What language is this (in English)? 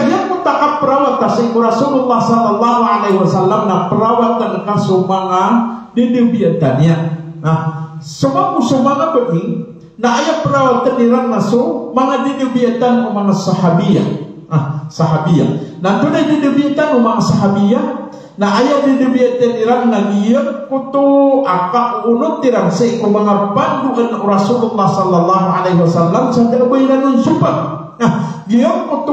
Maranao